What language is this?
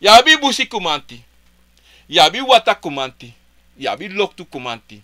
Sranan Tongo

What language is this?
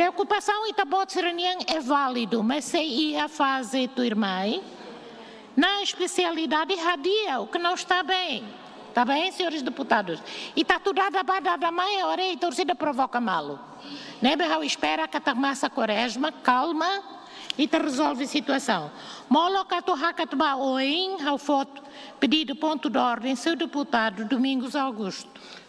Tetum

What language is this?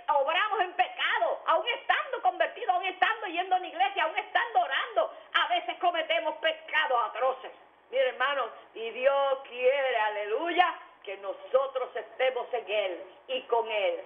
Spanish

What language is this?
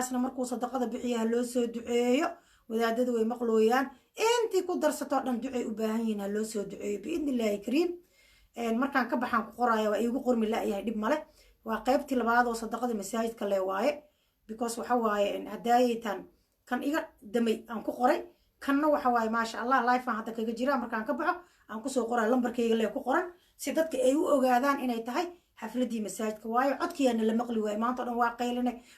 Somali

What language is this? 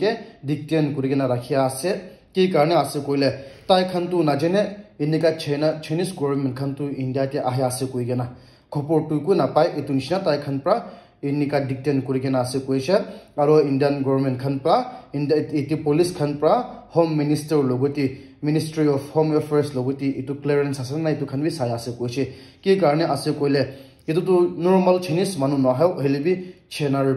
Naga Pidgin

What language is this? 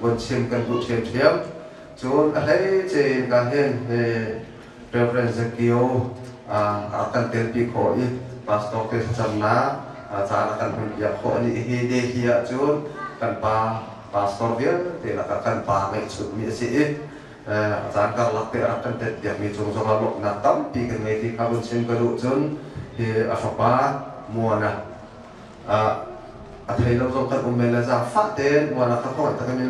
Hakha Chin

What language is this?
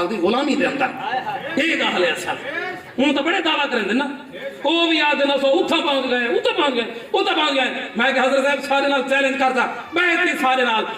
Saraiki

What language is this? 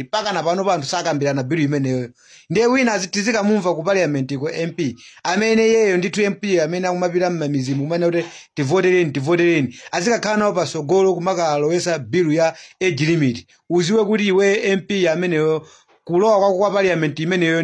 Nyanja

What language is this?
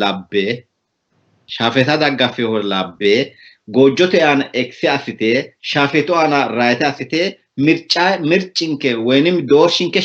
Sidamo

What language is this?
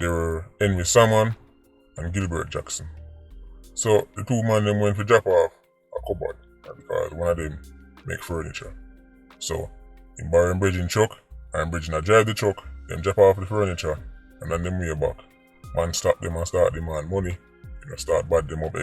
Jamaican Creole English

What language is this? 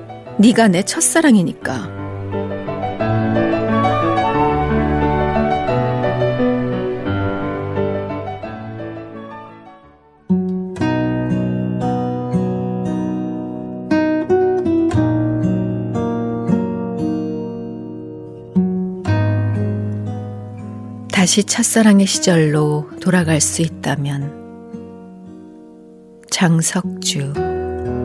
Korean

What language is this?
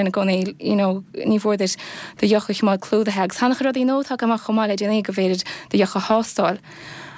Irish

